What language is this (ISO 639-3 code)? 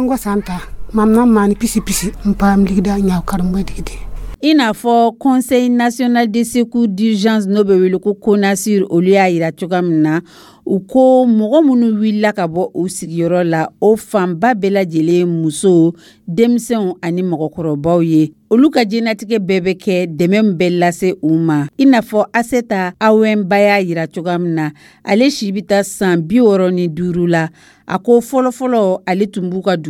dyu